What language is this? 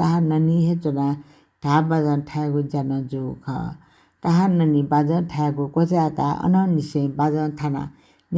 Newari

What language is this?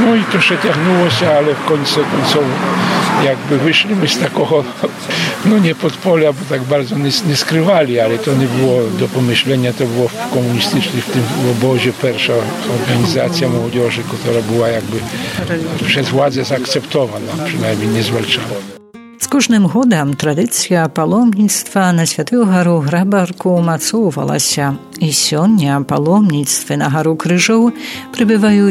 Polish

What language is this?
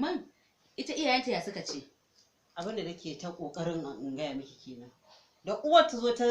Hausa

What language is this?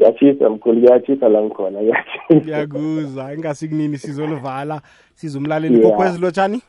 South Ndebele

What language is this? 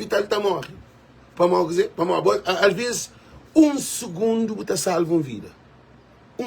Kabuverdianu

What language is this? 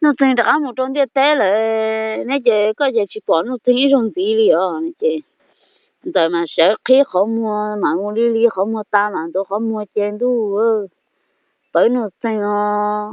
Hmong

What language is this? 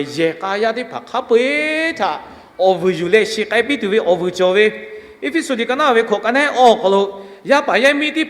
Lahu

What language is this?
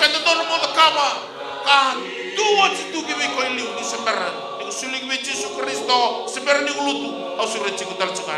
Fijian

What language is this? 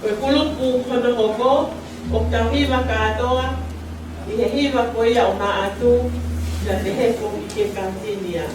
Tongan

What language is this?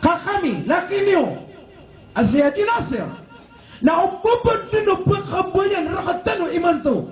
Maranao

